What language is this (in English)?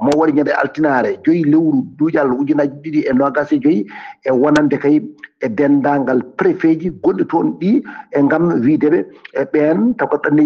Fula